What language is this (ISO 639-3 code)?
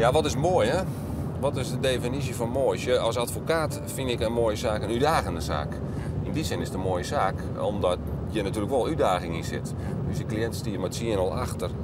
fry